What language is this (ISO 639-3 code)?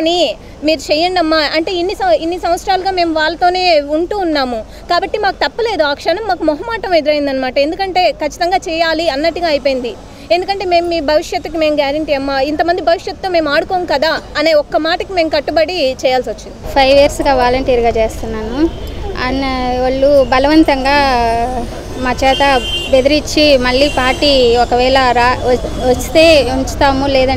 tel